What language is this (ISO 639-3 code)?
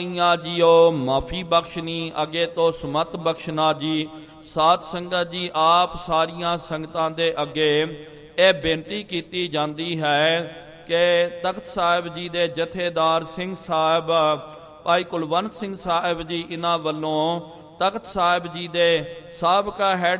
pan